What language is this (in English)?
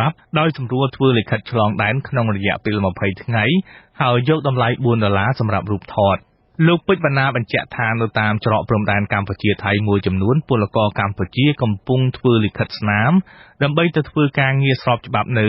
Khmer